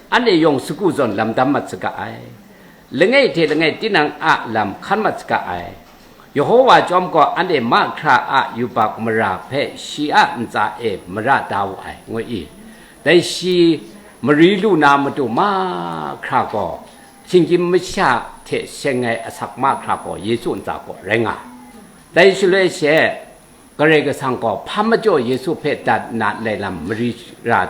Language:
Kachin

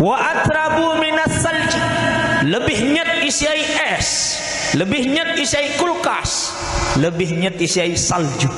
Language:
Sasak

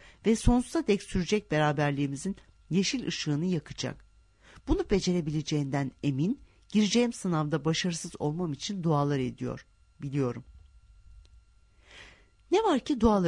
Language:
Turkish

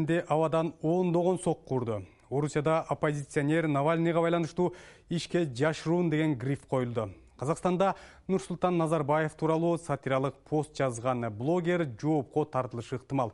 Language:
Kyrgyz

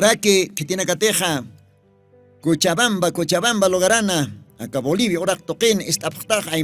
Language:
Aymara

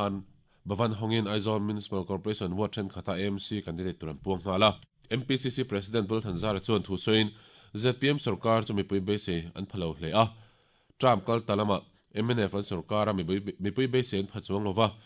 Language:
Mizo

